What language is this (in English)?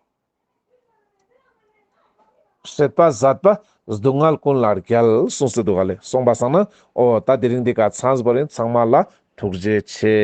Ladakhi